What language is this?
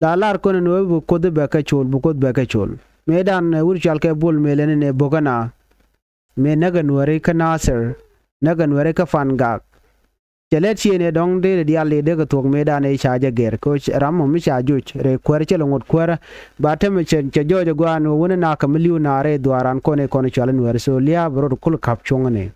Nuer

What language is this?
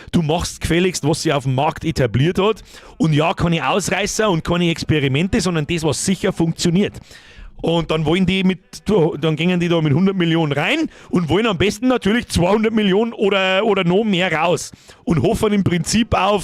Bavarian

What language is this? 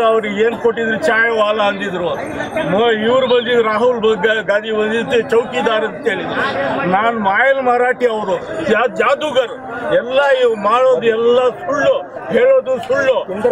Kannada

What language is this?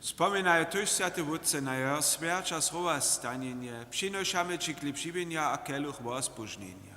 Upper Sorbian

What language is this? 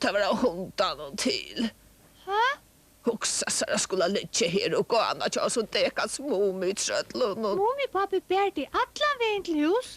Faroese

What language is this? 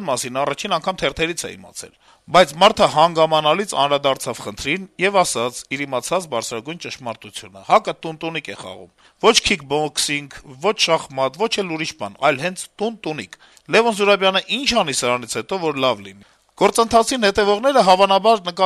Armenian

